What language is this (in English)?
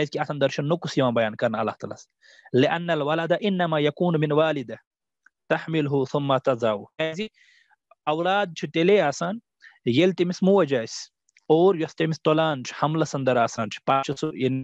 Kashmiri